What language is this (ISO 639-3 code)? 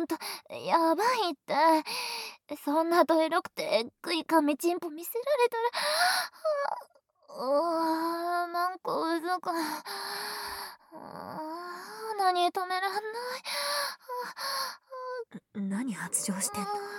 jpn